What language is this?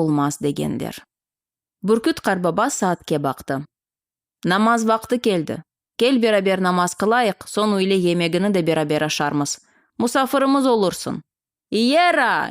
Crimean Tatar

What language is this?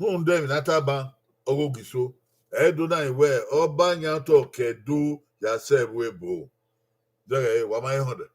Bini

